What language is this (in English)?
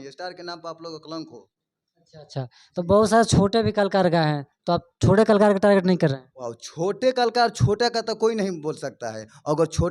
Bhojpuri